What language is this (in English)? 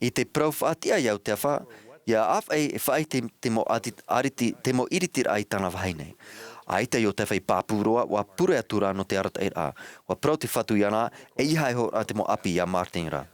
Tahitian